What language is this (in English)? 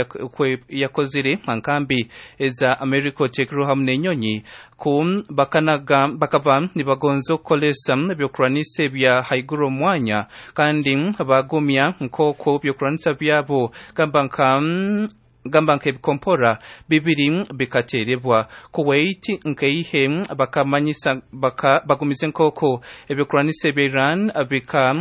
Nyankole